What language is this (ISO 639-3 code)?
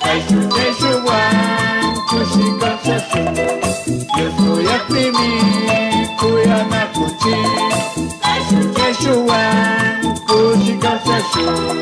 qug